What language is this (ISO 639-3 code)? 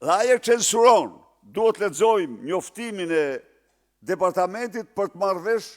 sqi